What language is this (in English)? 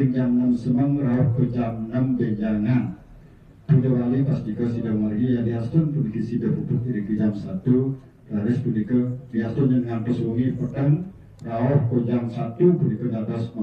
Balinese